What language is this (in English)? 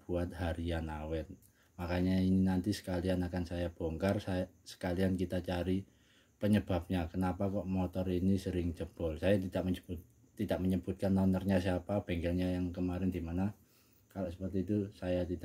Indonesian